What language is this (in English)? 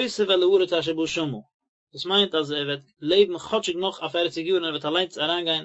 Yiddish